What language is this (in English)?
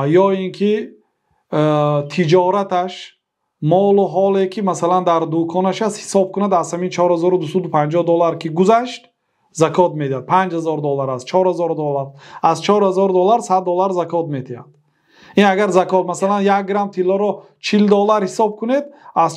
Tajik